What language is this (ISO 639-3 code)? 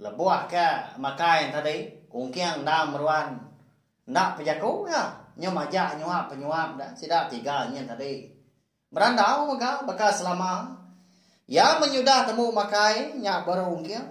iba